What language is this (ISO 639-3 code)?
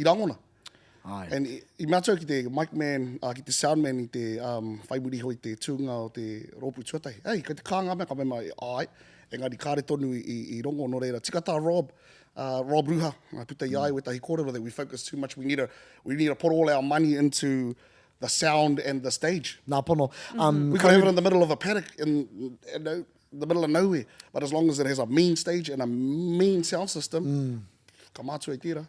mri